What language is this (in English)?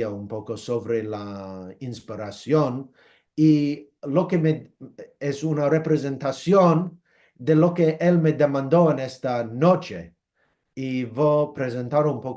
Ladino